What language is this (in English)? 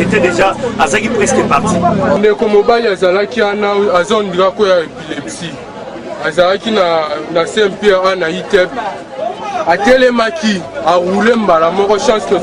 Lingala